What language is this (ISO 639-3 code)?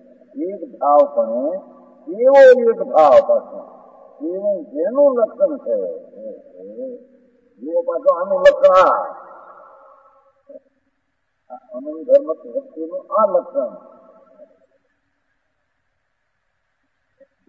guj